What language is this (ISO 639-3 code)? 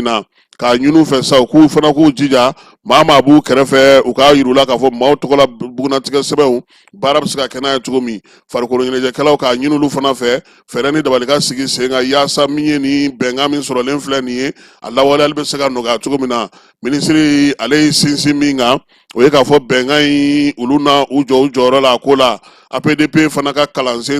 bam